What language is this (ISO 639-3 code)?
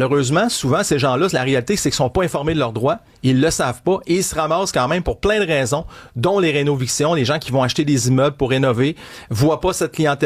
fra